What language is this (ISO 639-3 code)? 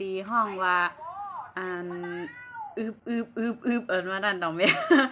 shn